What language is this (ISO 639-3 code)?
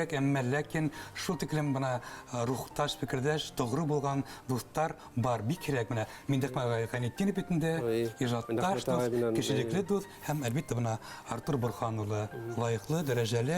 bak